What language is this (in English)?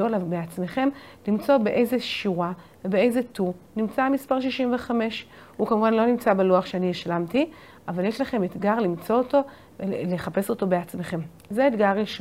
Hebrew